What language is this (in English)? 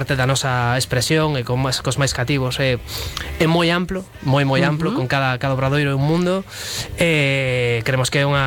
Galician